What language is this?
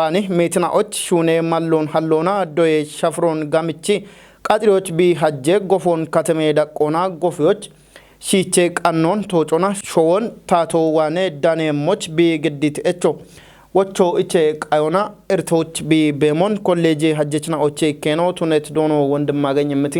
Kafa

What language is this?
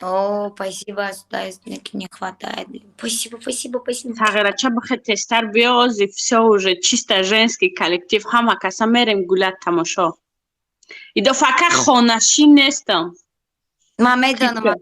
Tajik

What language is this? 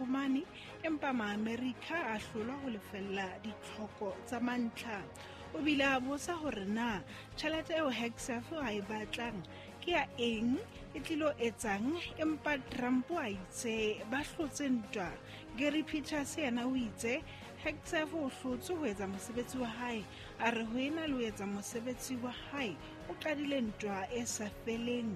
Southern Sotho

